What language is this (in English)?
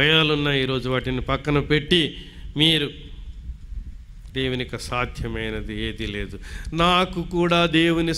Telugu